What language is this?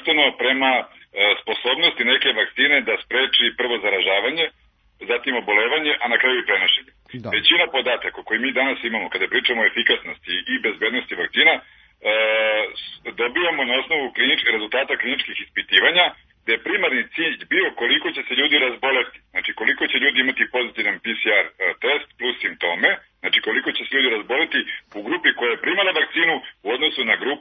Serbian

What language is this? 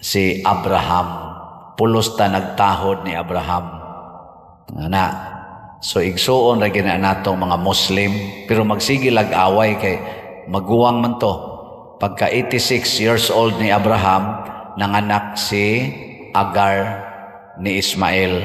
Cebuano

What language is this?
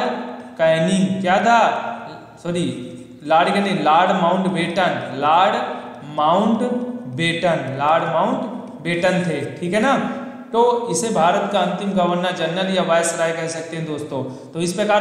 Hindi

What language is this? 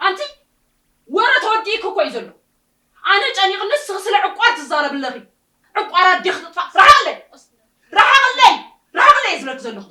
Tigrinya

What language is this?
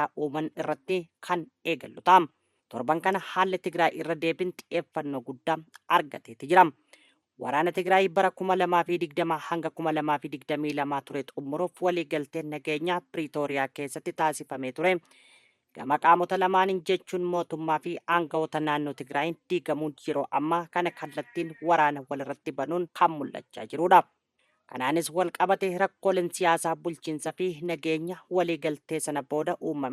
Oromo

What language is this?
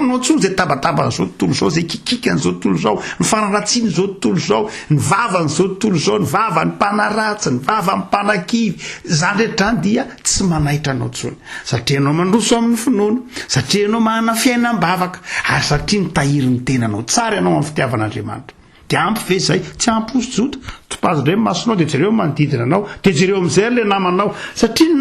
Malagasy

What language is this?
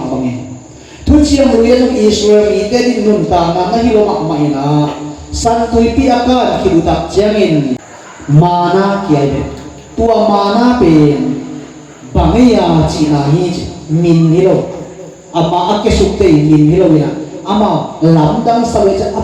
Tedim Chin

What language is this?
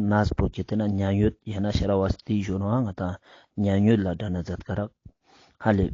Ladakhi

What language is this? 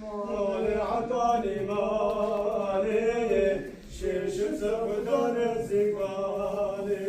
Kurdish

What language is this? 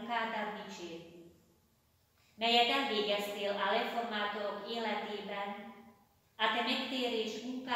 Hungarian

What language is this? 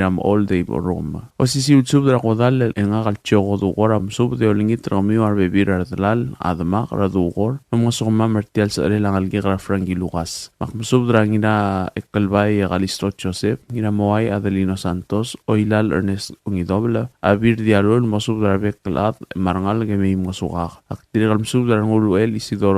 Palauan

